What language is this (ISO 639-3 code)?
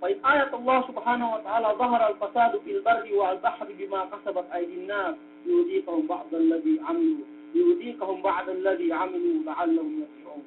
yka